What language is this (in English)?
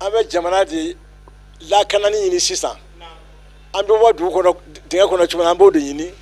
Bambara